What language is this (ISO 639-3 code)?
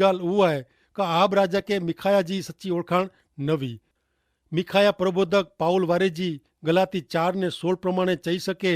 kfr